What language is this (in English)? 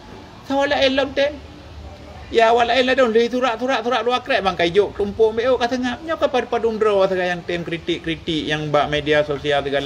Achinese